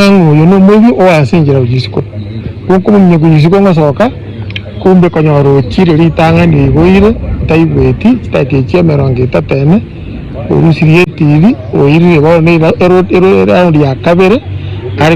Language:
Gusii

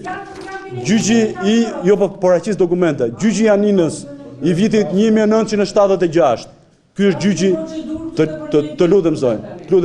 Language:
Albanian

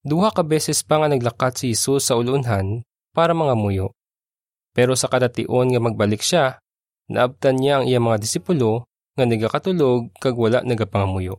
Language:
Hiligaynon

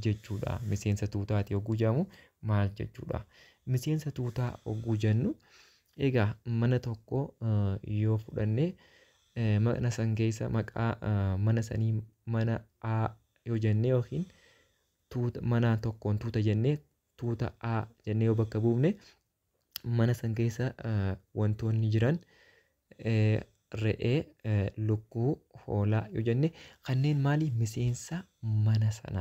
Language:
Oromo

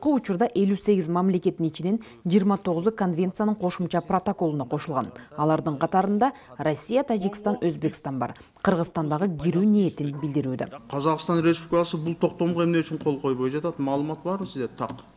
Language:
Kyrgyz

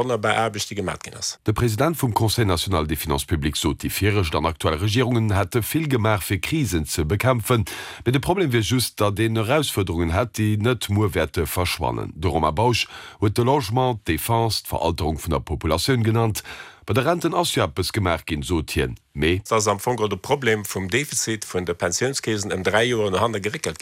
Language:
Luxembourgish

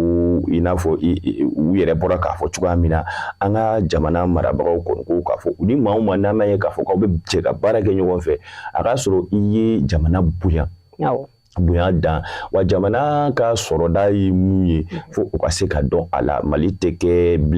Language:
Bambara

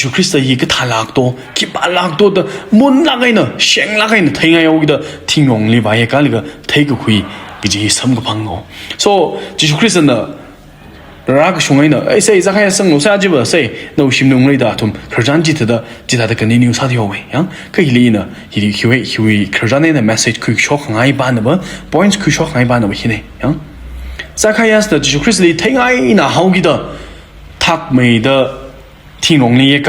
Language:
Tangkhul Naga (India)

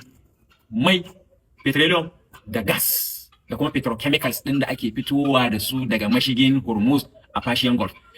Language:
Hausa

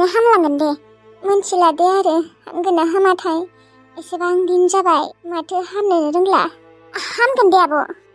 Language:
Bodo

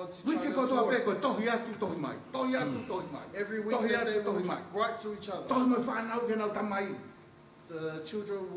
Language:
Tongan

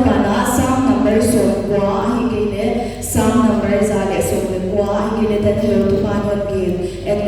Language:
Paite Chin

